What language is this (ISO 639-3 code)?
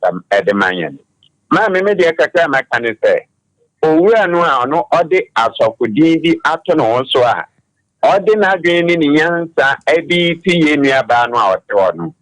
aka